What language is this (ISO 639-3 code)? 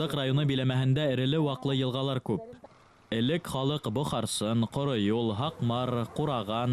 bak